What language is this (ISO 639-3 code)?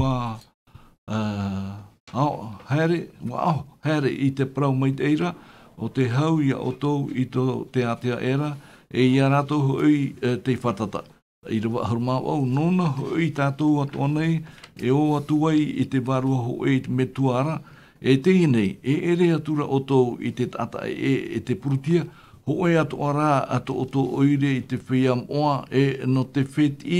tah